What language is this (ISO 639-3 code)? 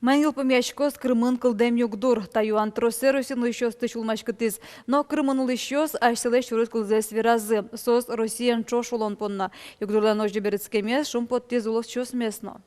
udm